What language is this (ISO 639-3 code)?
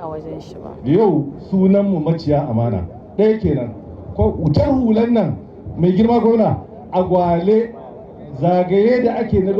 hau